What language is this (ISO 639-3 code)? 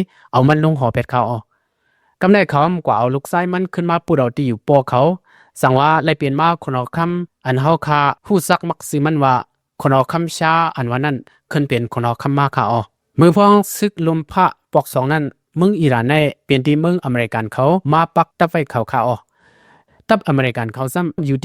shn